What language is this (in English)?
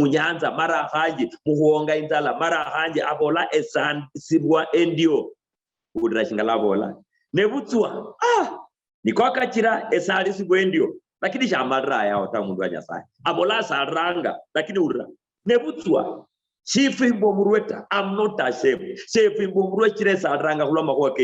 Luyia